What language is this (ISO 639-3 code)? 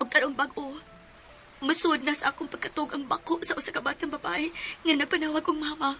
ceb